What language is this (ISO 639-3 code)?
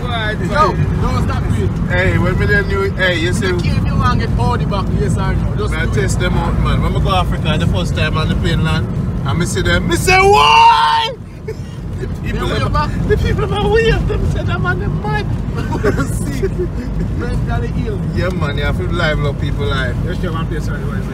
jam